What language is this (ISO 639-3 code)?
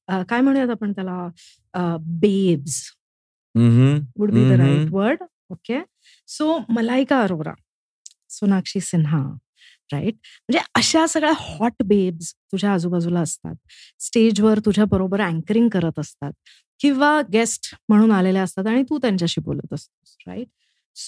mar